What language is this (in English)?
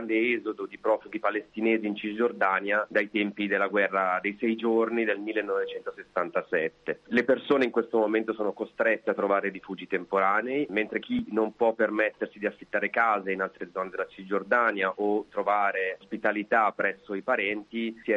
Italian